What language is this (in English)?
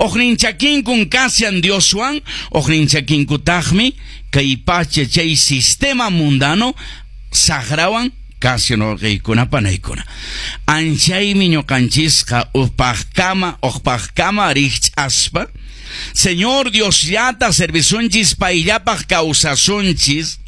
Quechua